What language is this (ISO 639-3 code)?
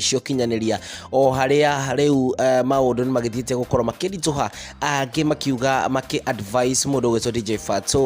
kik